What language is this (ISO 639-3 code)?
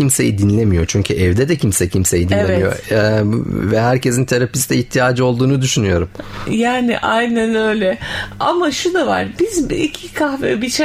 tur